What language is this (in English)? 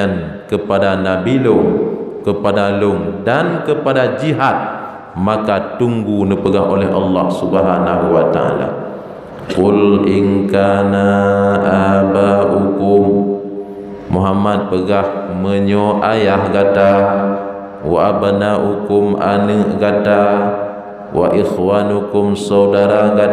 Achinese